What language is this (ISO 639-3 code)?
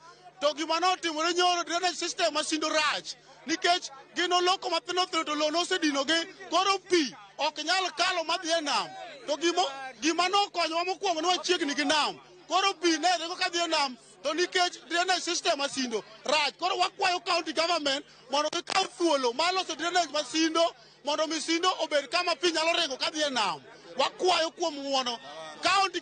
luo